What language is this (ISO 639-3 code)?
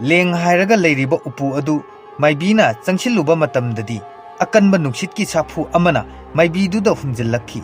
mni